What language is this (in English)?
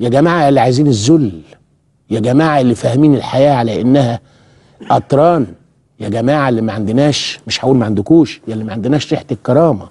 Egyptian Arabic